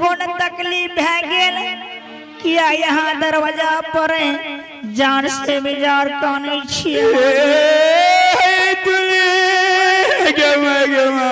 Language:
Angika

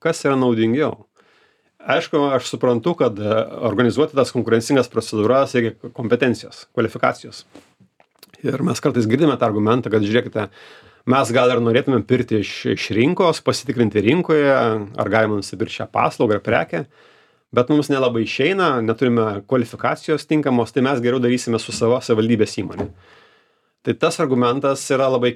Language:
Lithuanian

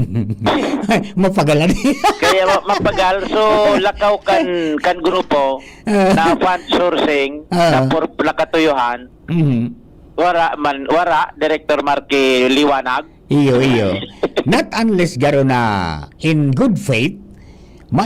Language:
Bikol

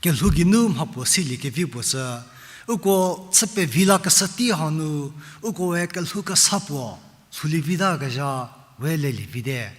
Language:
Angami Naga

